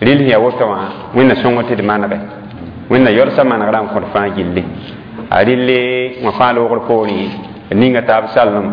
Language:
Mossi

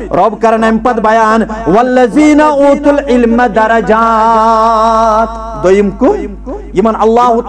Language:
Kashmiri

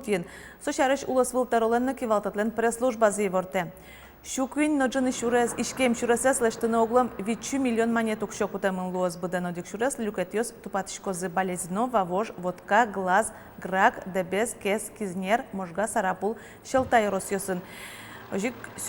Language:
Udmurt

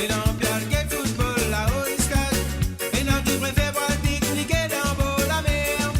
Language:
Morisyen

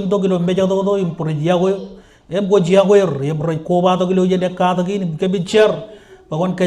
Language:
Marshallese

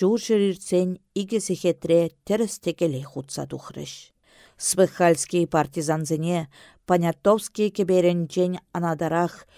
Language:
Chuvash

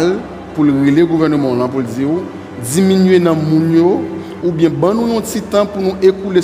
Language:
Haitian Creole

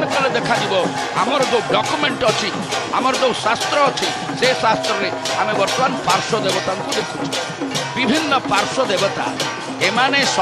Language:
Odia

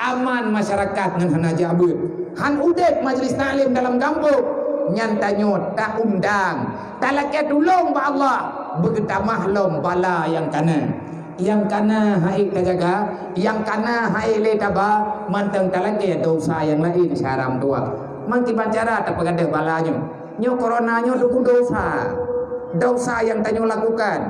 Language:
Achinese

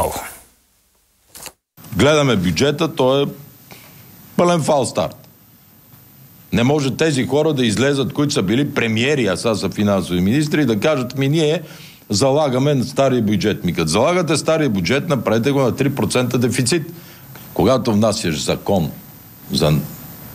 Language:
Bulgarian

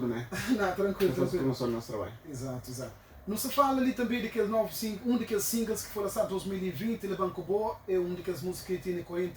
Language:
Kabuverdianu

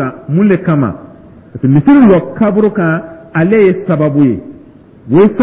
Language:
Dyula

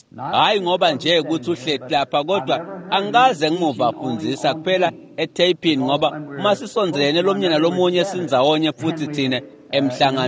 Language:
Swati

